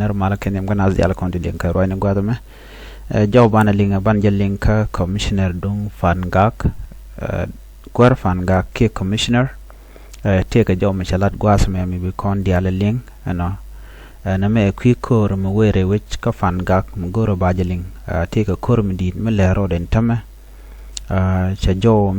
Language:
Nuer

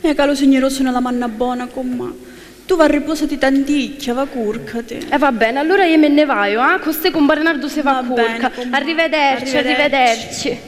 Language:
Sicilian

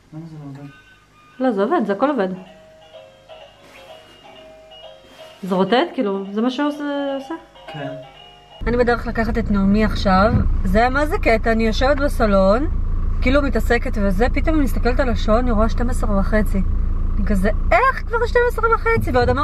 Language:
Hebrew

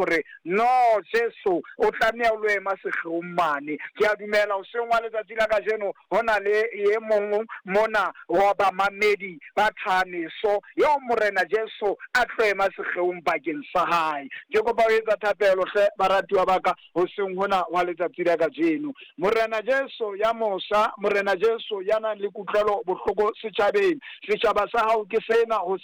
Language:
Southern Sotho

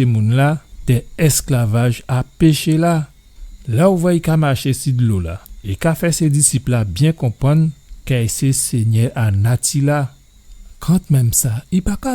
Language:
Guadeloupean Creole French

